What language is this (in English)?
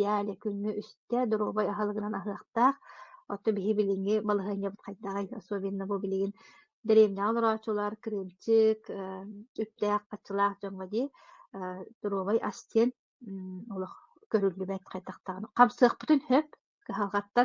Yakut